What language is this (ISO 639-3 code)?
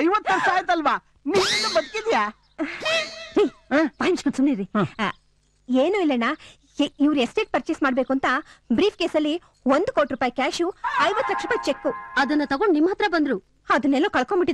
kan